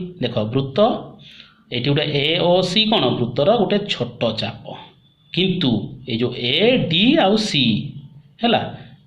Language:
Odia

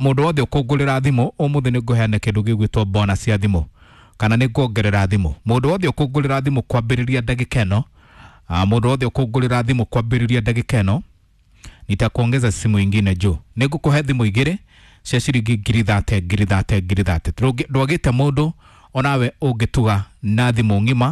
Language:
Kikuyu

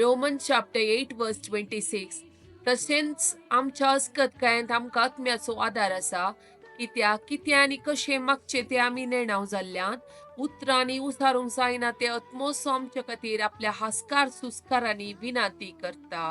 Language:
Konkani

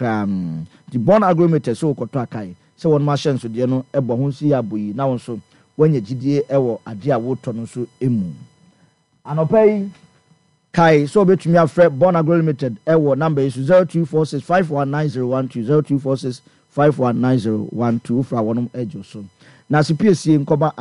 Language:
Akan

